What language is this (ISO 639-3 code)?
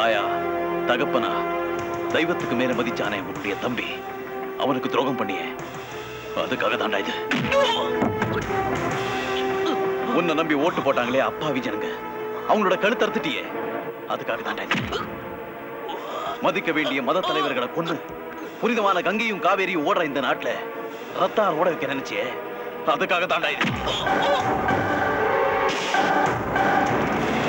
tam